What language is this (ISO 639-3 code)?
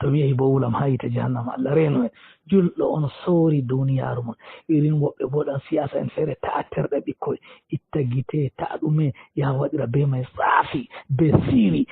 ful